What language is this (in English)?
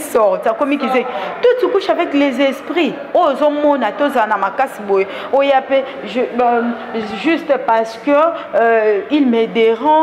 Lingala